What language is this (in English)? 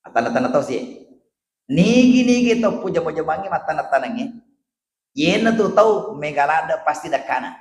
Buginese